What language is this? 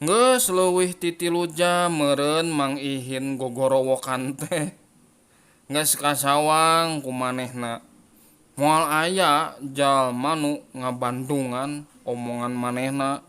Sundanese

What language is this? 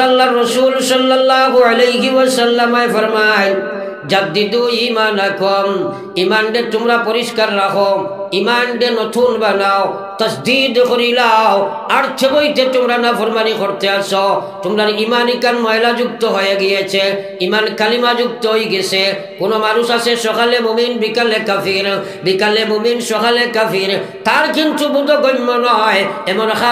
Sylheti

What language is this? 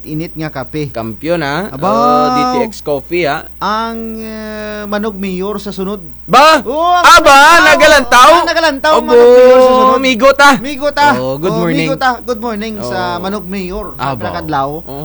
Kinaray-a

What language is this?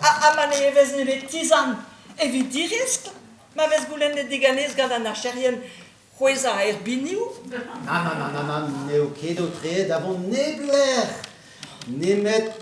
Breton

